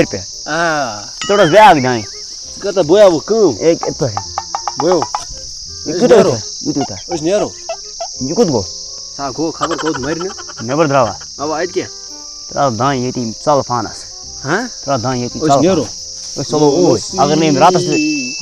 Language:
Kashmiri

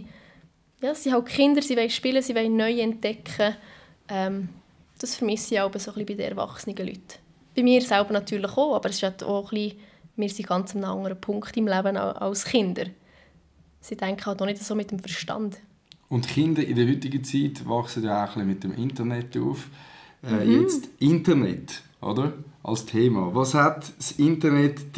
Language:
Swiss German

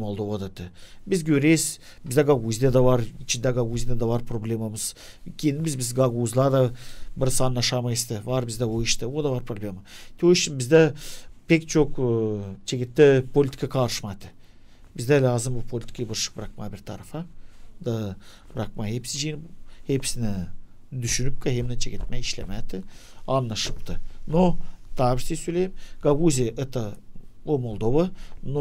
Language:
Gagauz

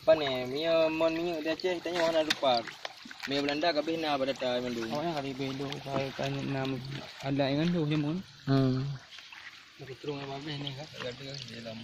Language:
Achinese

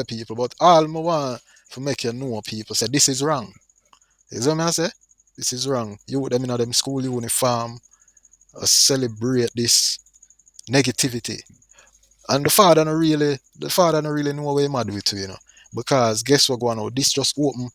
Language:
Jamaican Creole English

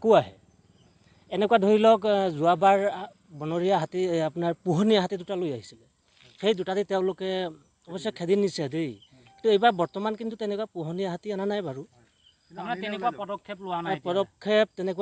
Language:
Assamese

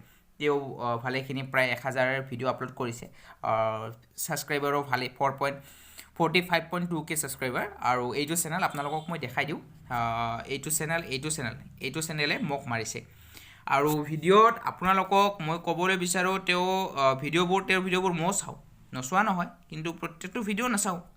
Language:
Assamese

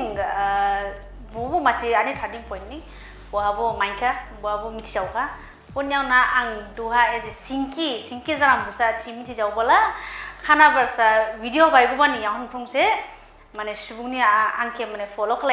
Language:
Dimasa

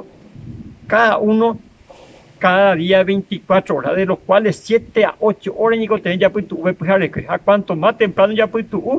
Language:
Guarani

